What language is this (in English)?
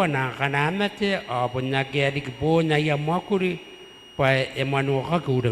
Gilbertese